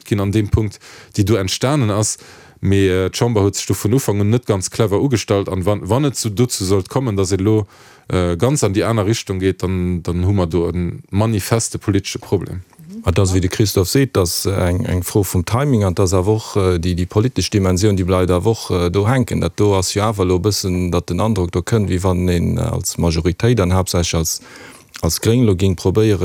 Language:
Luxembourgish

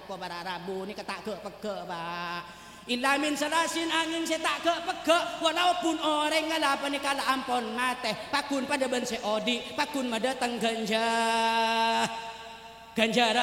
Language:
Madurese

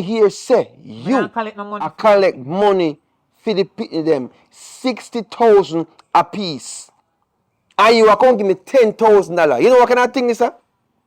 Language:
Jamaican Creole English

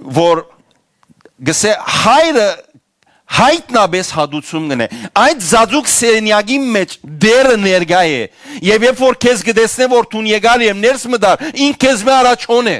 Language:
Western Armenian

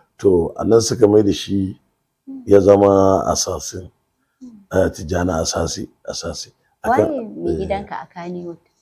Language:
Hausa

